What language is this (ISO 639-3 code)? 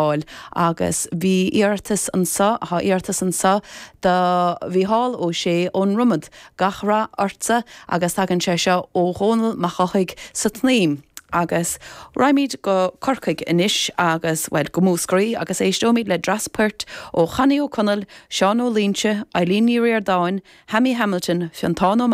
gle